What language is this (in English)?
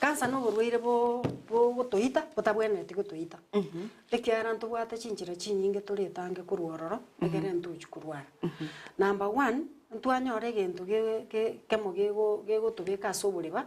Gusii